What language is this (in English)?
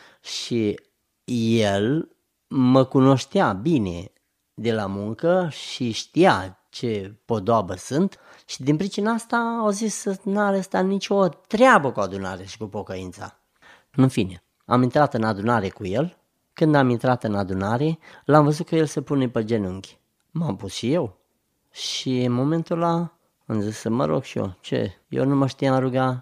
Romanian